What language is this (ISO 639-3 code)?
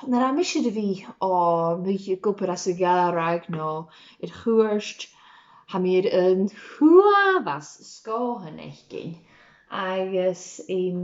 gla